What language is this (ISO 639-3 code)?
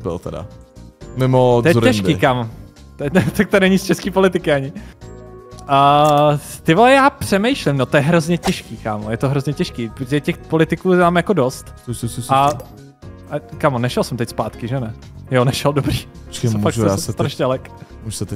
ces